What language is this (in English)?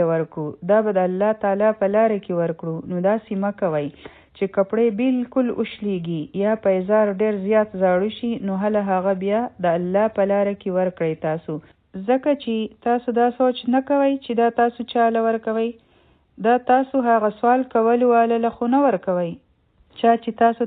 Pashto